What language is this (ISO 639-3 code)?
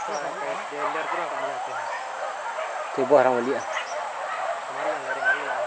min